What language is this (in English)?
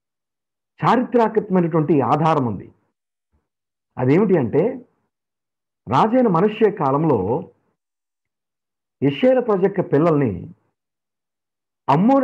Telugu